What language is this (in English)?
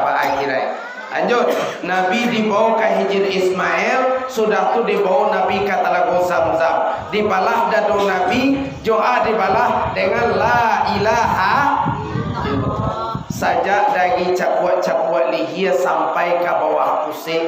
Minangkabau